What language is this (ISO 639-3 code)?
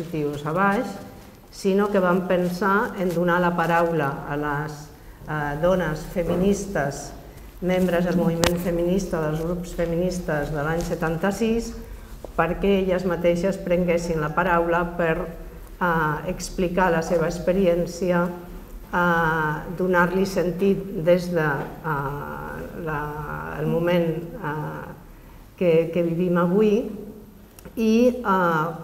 cat